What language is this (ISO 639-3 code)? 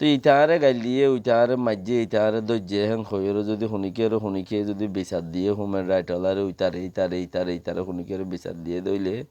rhg